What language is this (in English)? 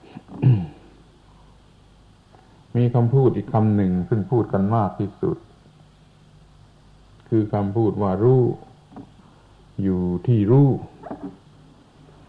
Thai